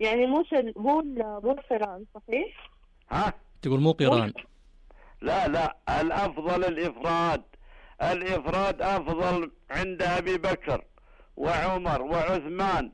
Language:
Najdi Arabic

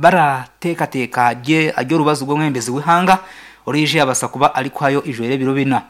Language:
Nyankole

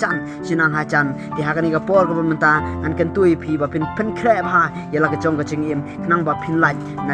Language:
Khasi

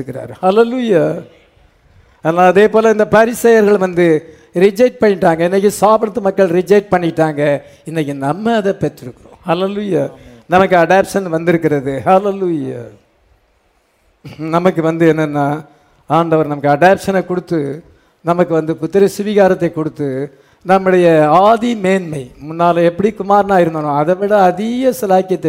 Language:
Tamil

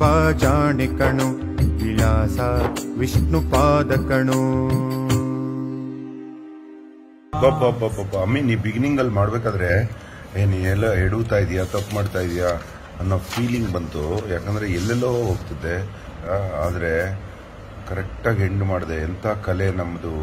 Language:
Kannada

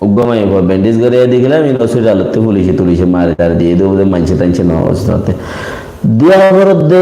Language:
Rohingya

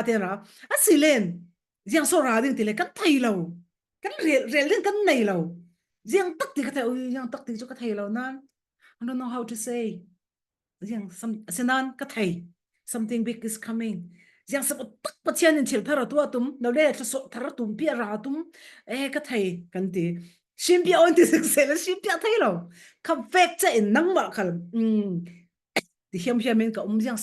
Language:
Falam Chin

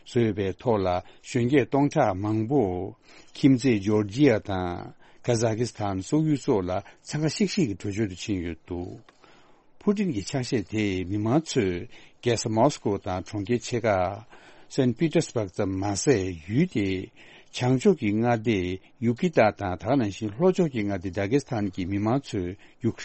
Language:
Tibetan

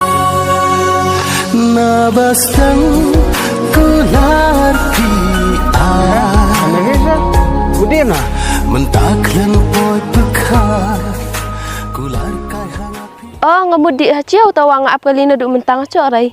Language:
Khasi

